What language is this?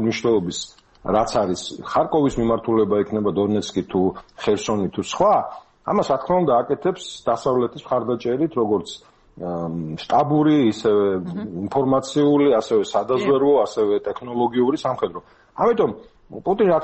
Georgian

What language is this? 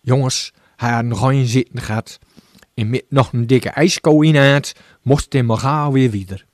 Gronings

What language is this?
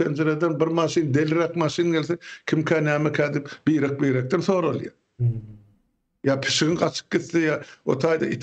Turkmen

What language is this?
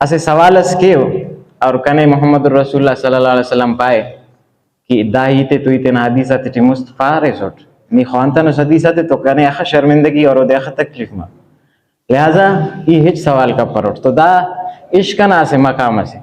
Brahui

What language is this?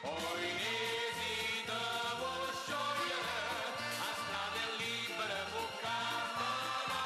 Neapolitan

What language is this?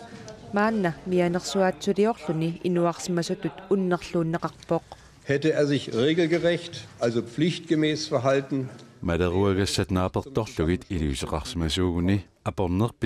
Kalaallisut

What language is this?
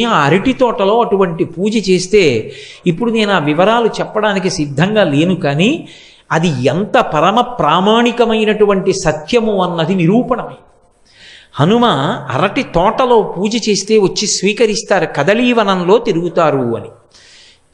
Telugu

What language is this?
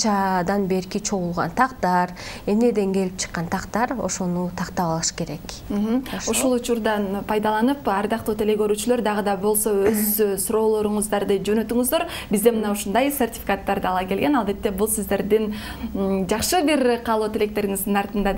Kyrgyz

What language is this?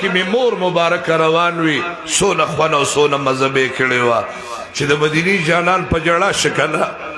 Pashto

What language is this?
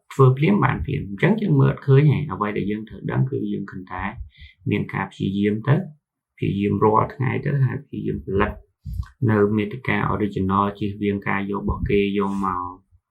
Khmer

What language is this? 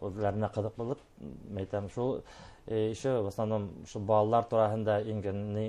Bashkir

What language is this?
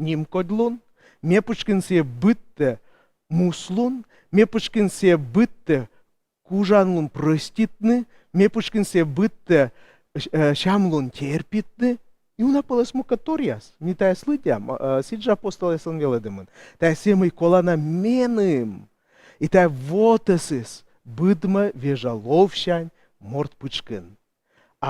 Komi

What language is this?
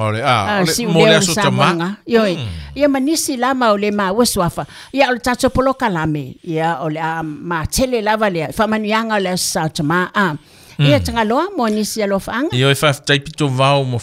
Samoan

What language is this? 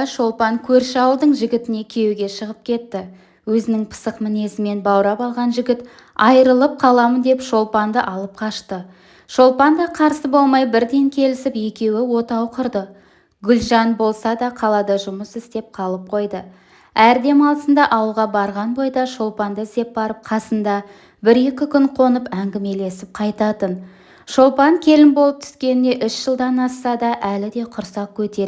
Kazakh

